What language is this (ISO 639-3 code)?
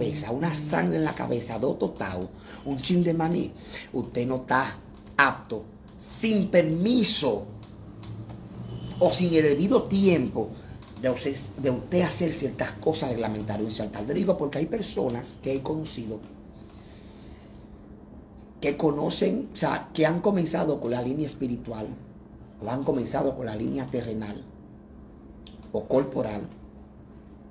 spa